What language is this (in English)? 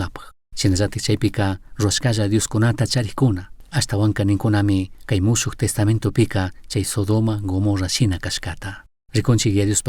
Chimborazo Highland Quichua